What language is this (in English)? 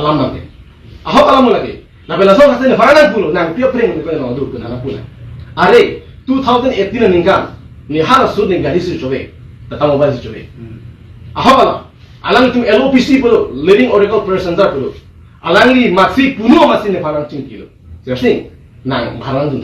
Karbi